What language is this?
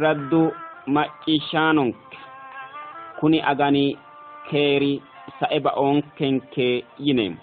Sidamo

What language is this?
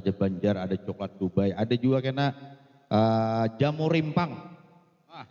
Banjar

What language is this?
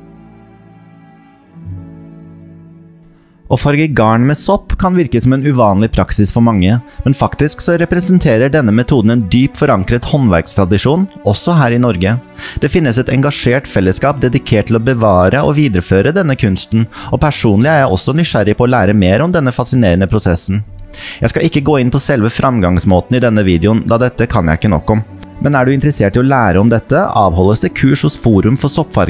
Norwegian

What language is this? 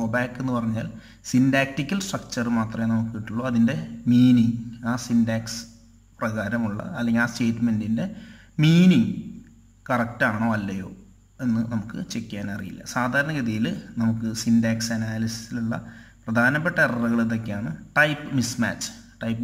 Malayalam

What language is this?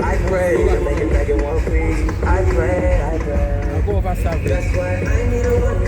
Jamaican Creole English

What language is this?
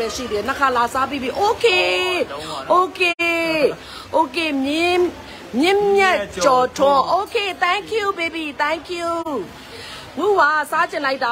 Burmese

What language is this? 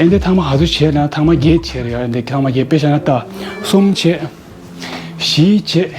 Tibetan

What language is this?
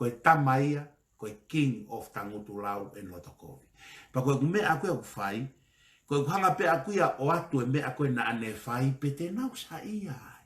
Tongan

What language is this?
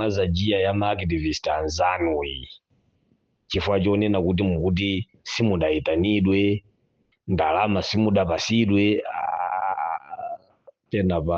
Nyanja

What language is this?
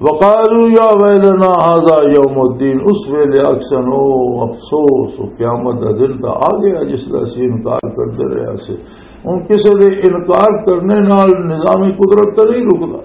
Western Panjabi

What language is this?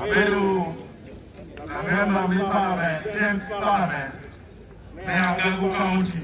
Acoli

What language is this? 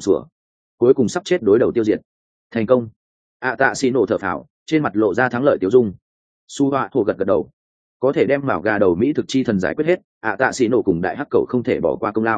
Vietnamese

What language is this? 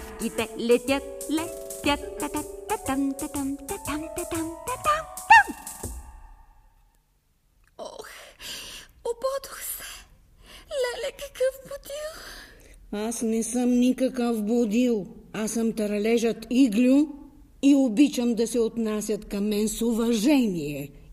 Bulgarian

